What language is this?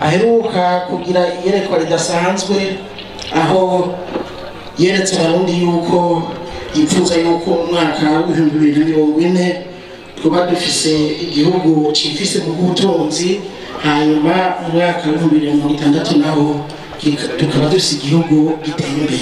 Rundi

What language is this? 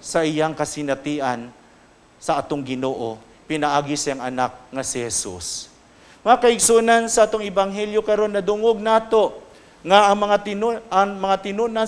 Cebuano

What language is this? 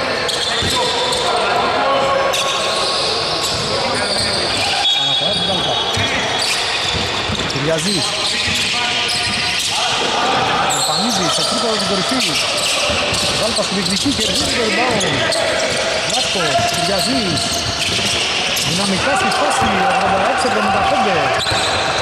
Greek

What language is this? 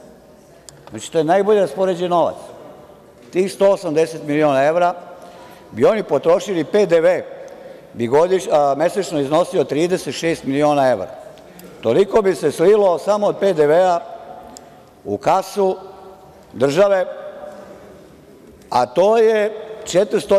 Serbian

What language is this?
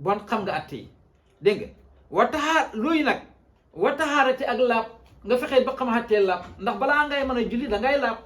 Wolof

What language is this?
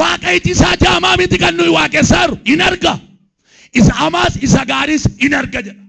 Oromo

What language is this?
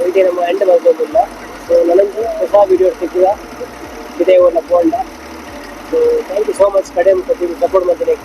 Tulu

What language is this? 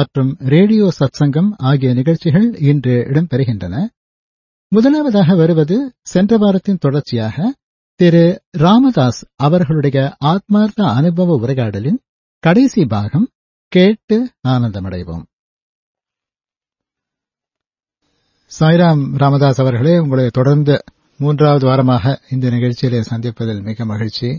Tamil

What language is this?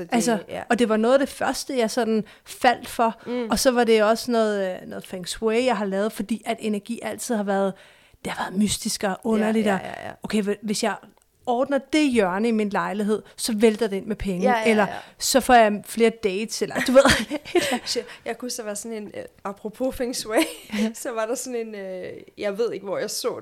Danish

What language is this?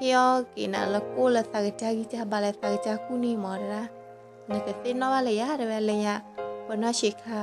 S'gaw Karen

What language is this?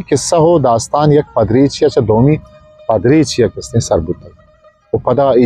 Eastern Balochi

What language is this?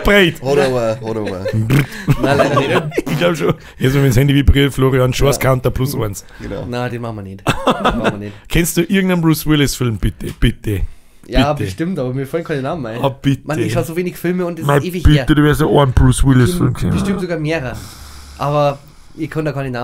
Bavarian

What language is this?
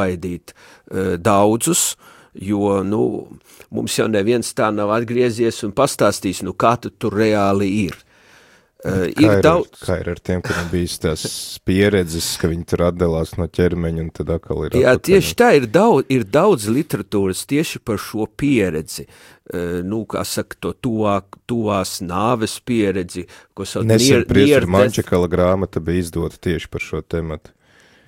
Latvian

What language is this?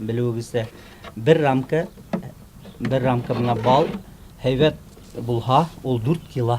Bashkir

